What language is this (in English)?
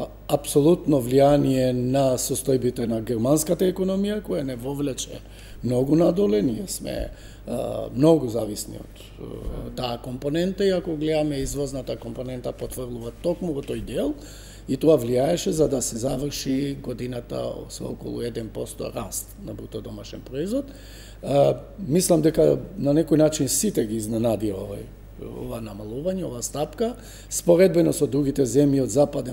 Macedonian